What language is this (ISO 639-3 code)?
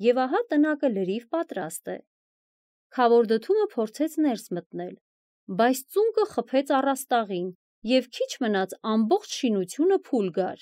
hye